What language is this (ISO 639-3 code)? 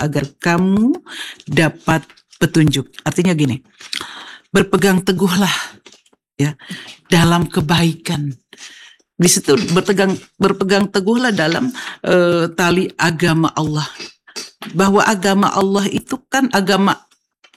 ind